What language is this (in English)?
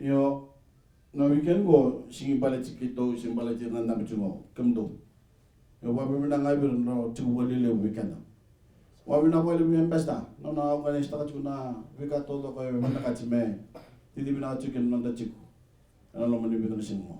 Fijian